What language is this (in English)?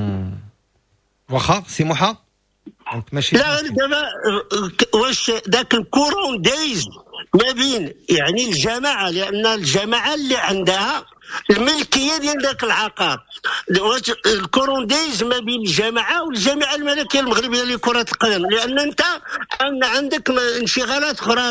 Moroccan Arabic